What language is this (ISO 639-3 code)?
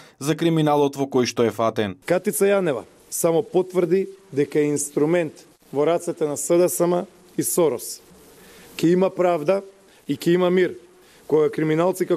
mkd